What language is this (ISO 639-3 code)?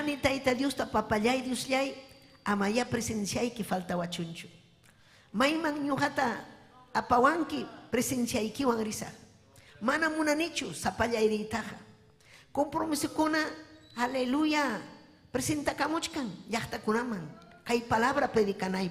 quy